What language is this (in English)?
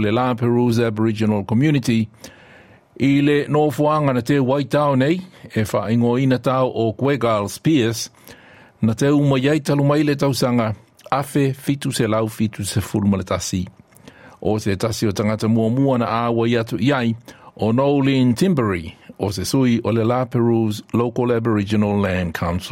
Samoan